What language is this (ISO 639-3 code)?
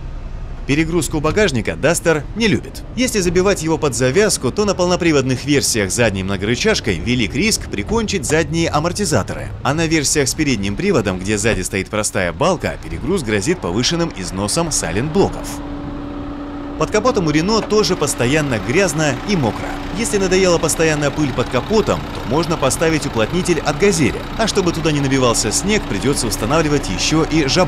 rus